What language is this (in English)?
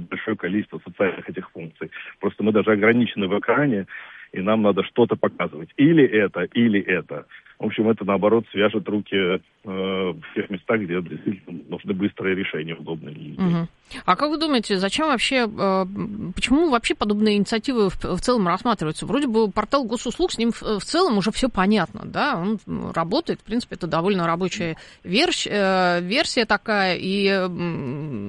Russian